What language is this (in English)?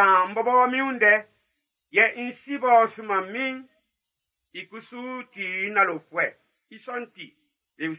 Baoulé